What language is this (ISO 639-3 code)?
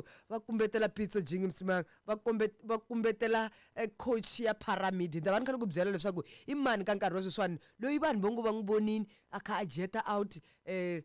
tso